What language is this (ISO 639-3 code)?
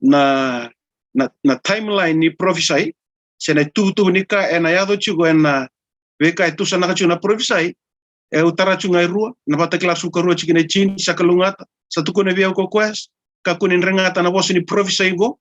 fij